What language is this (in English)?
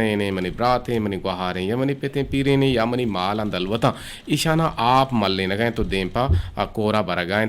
Eastern Balochi